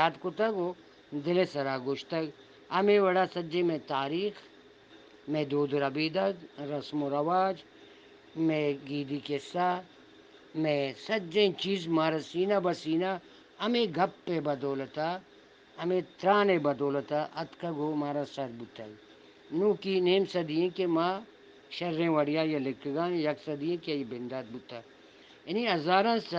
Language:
Eastern Balochi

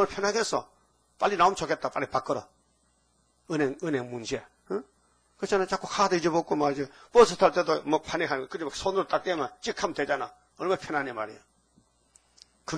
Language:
Korean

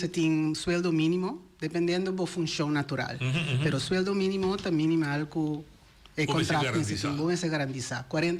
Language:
Papiamento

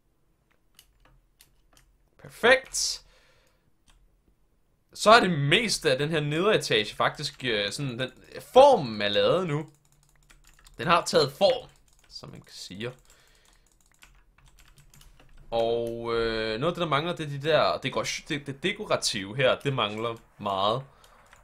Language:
Danish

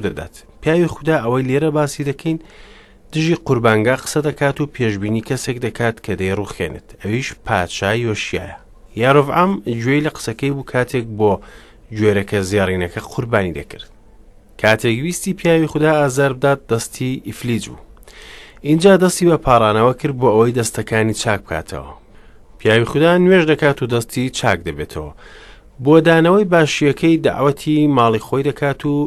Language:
Central Kurdish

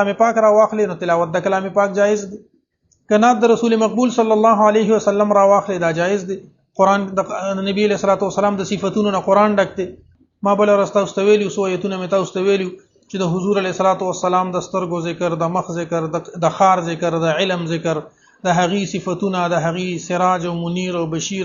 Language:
Pashto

